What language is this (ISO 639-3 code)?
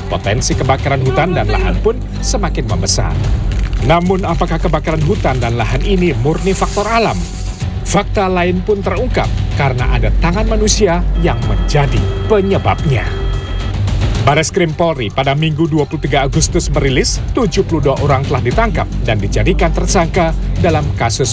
ind